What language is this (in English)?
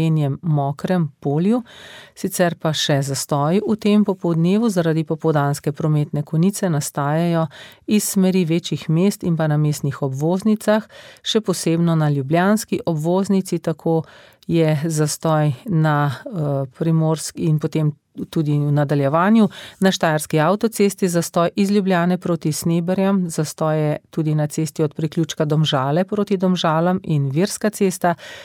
Slovenian